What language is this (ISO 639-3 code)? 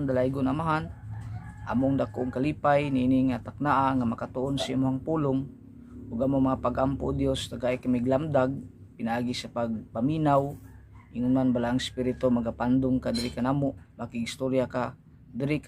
ceb